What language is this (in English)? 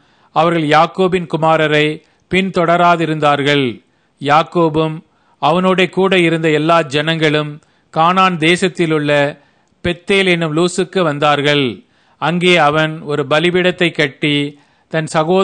Tamil